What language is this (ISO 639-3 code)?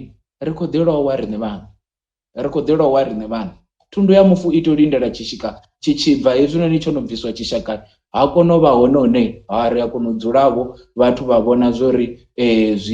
ven